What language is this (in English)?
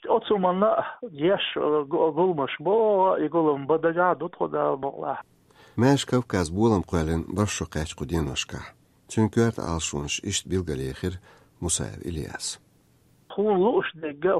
Chechen